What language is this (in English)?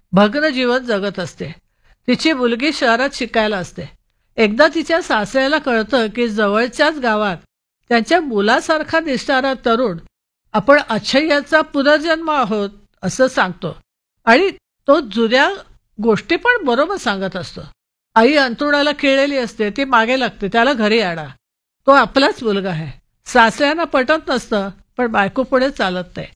Marathi